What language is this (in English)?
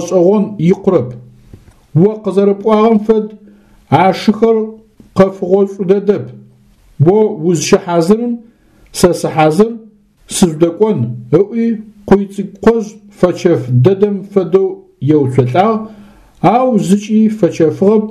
Adyghe